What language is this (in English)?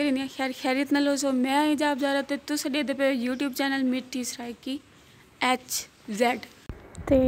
Saraiki